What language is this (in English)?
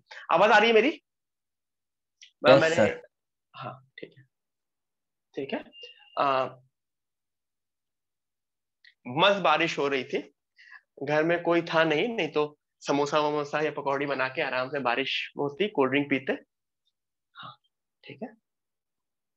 Hindi